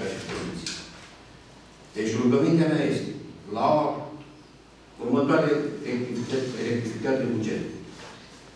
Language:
Romanian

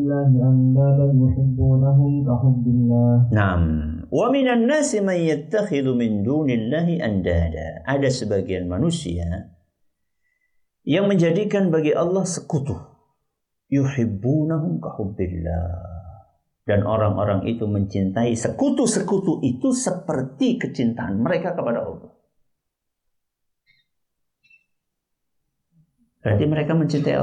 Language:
Indonesian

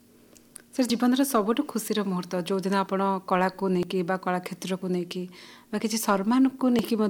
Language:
Odia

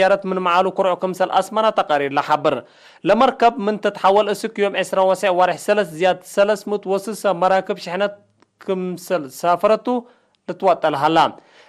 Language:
Tigre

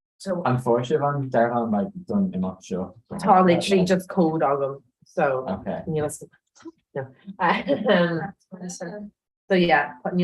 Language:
Irish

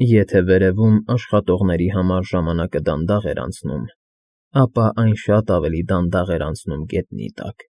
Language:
Armenian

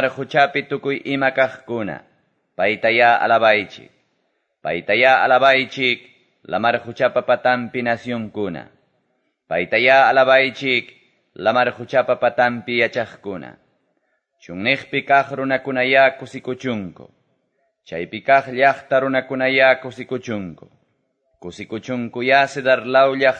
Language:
Quechua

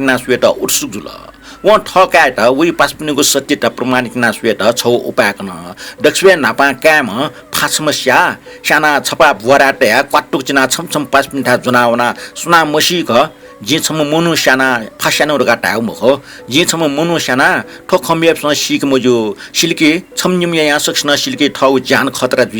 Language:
Newari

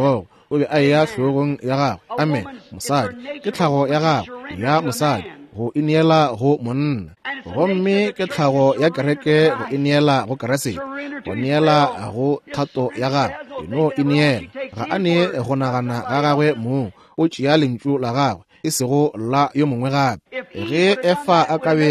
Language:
Northern Sotho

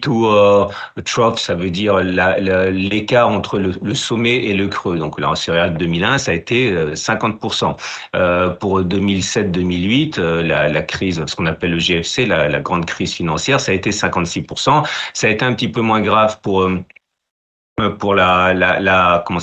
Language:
French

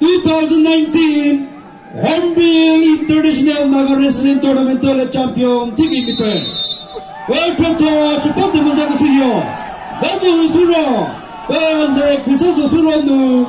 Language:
Chokri Naga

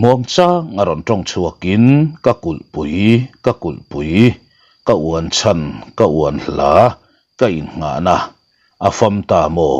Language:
Mizo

